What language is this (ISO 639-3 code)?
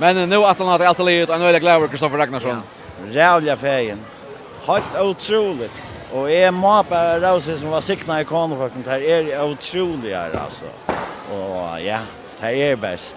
fao